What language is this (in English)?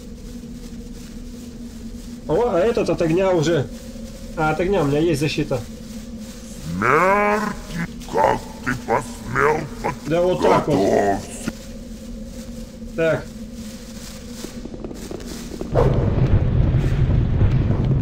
Russian